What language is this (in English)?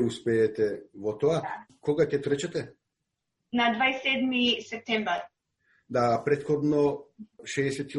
Macedonian